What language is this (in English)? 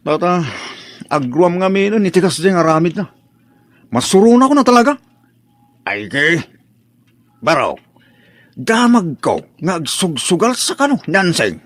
Iloko